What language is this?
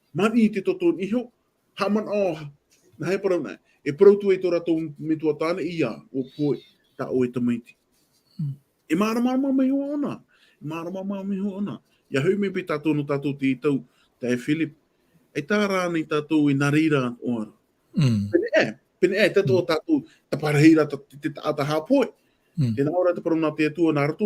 Tahitian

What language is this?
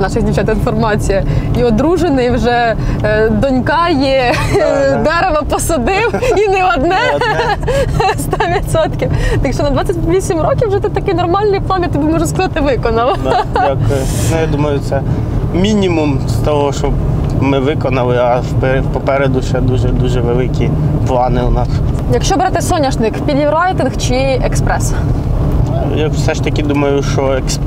Ukrainian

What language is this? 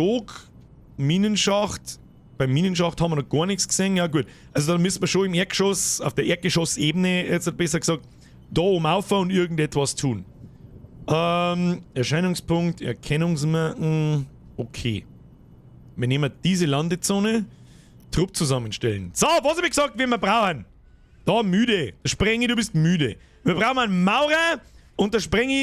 Bavarian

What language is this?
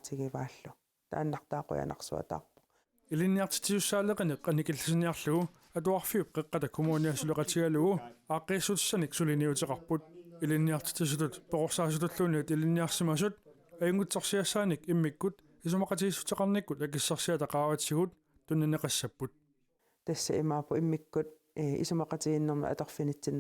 Kalaallisut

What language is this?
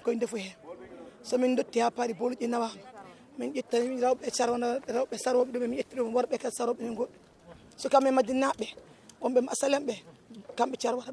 Fula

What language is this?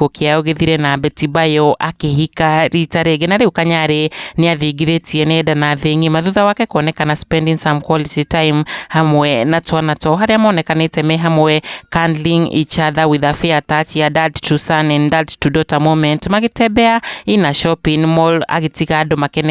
Kikuyu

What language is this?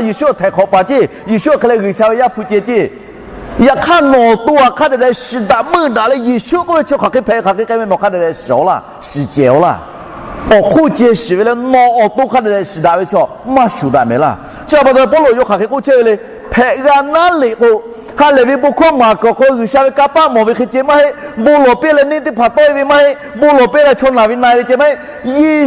Lahu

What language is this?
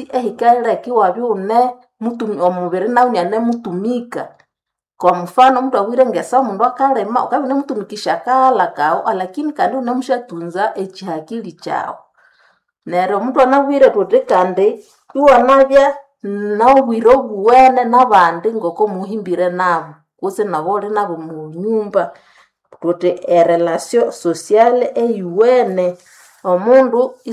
Nande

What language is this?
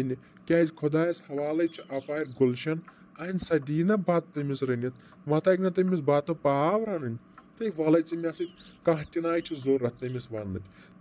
Kashmiri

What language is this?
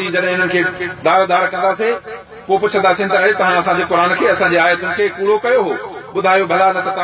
Sindhi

